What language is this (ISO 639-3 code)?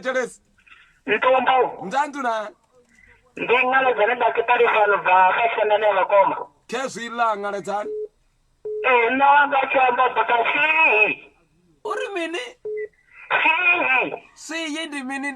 ven